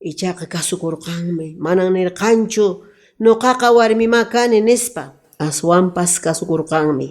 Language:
Quechua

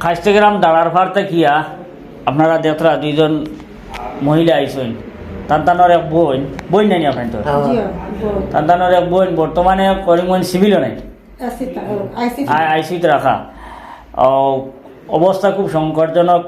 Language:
Sylheti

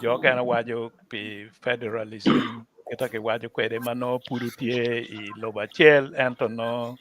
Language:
Acoli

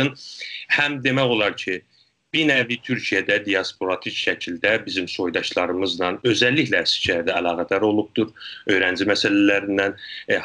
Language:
South Azerbaijani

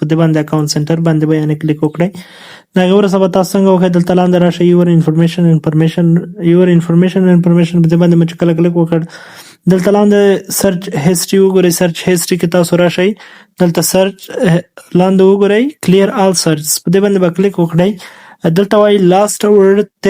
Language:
Pashto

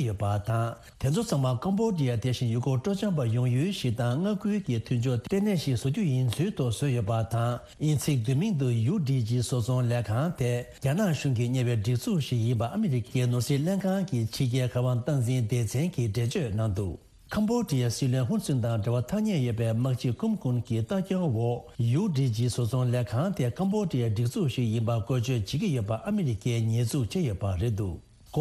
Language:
Tibetan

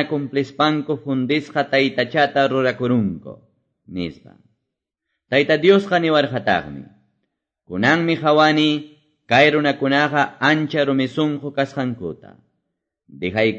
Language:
Quechua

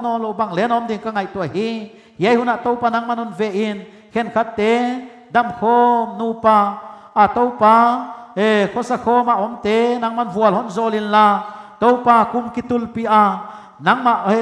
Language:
Paite Chin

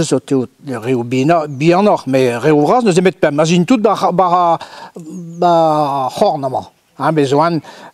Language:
Breton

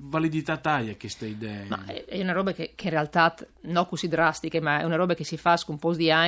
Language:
Friulian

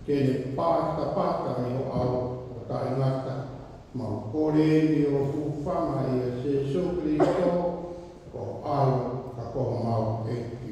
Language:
Tongan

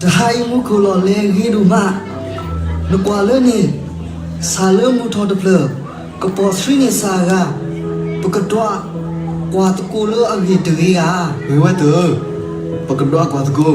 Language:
S'gaw Karen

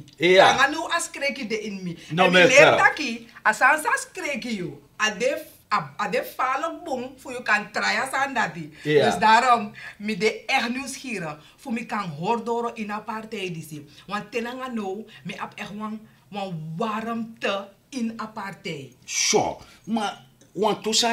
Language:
Sranan Tongo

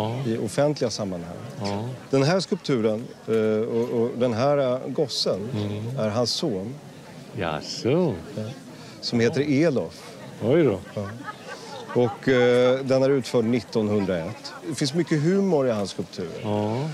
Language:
Swedish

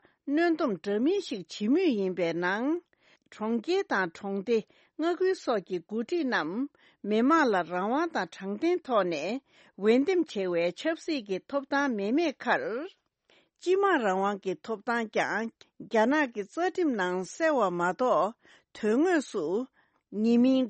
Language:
Tibetan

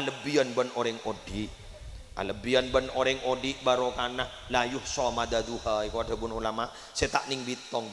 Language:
Madurese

